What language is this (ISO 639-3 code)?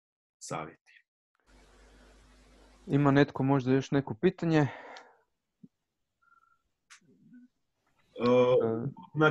hrv